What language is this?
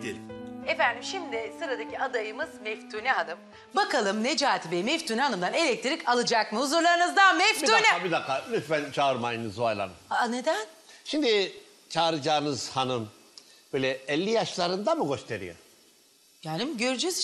Turkish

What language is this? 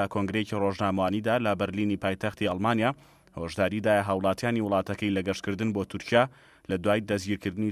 Central Kurdish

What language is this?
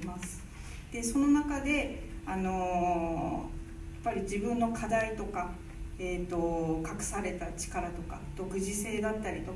Japanese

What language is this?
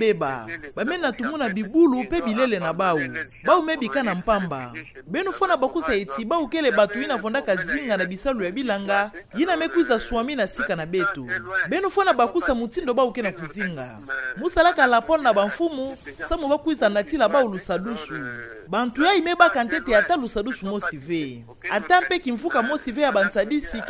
Kituba (Democratic Republic of Congo)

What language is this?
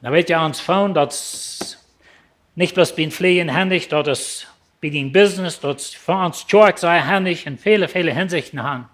Plautdietsch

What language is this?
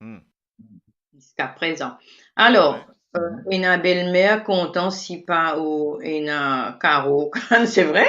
Morisyen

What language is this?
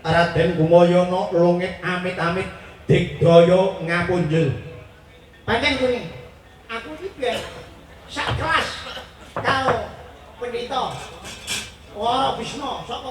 Javanese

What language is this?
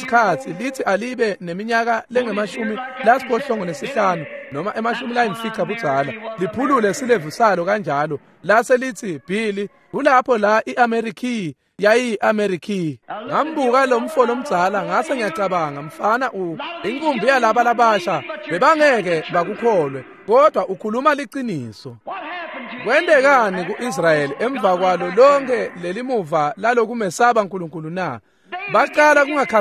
Swati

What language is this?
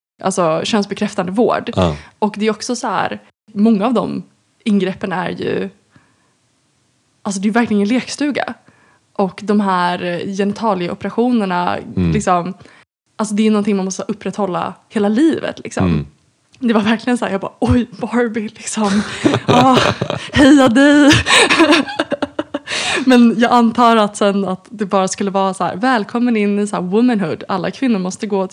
Swedish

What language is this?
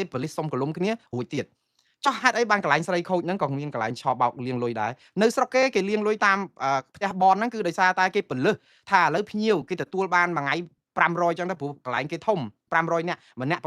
Khmer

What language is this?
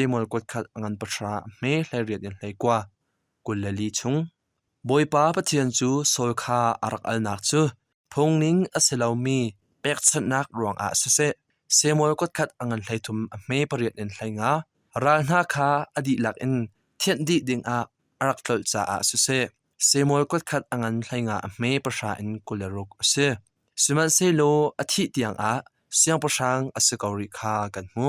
Hakha Chin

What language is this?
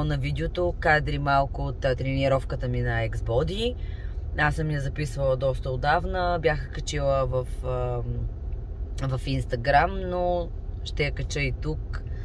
Bulgarian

